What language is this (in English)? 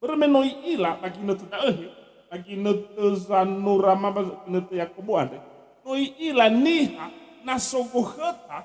Nias